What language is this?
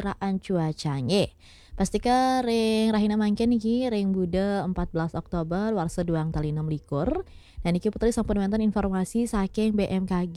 Balinese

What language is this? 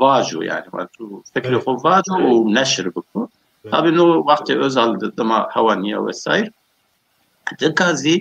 Zaza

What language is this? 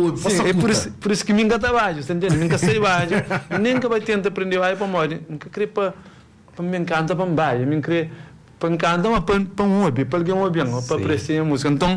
Kabuverdianu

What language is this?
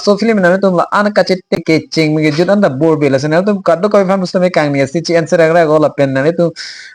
Karbi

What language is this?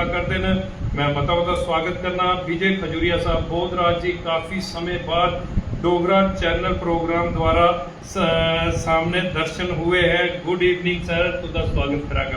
Dogri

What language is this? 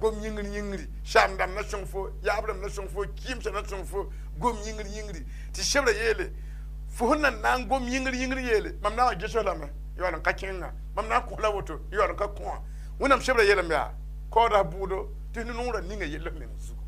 Mossi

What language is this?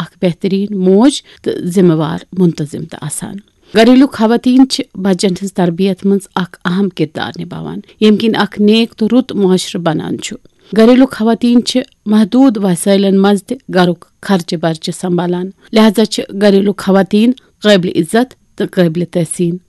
Kashmiri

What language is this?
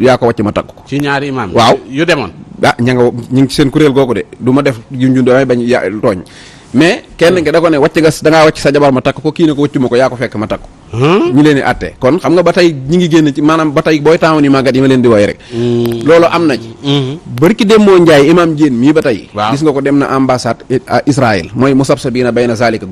Wolof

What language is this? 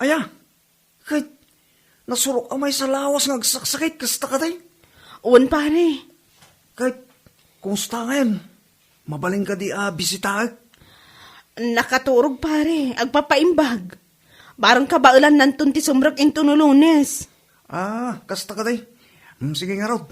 Iloko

